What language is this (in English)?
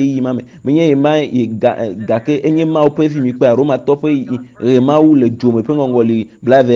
Ewe